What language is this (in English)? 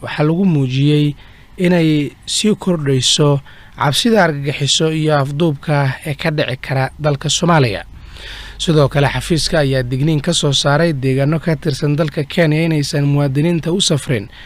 Somali